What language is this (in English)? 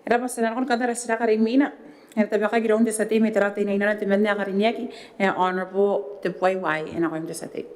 Gilbertese